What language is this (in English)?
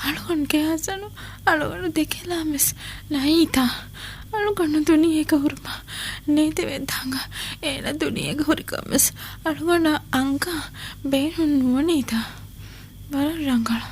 Divehi